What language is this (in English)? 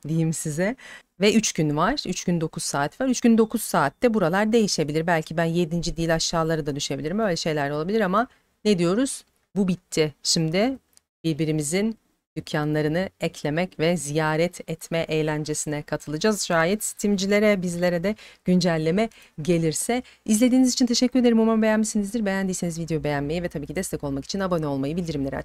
Turkish